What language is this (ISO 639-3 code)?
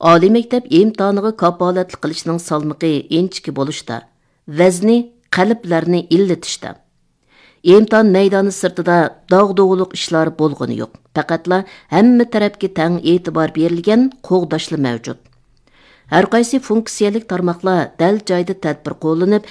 uig